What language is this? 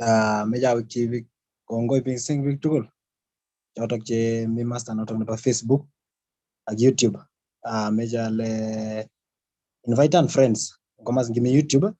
Kalenjin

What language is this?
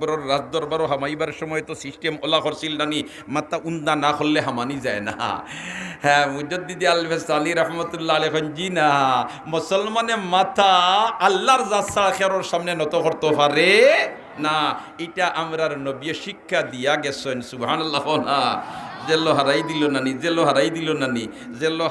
Sylheti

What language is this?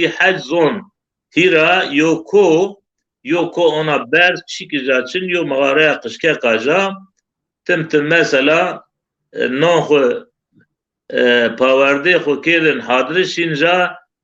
Zaza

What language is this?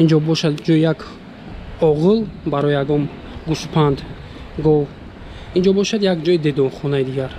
Tajik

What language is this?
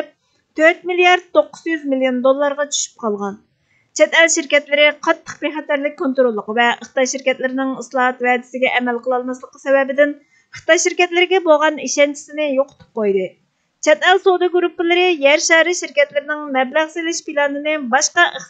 Uyghur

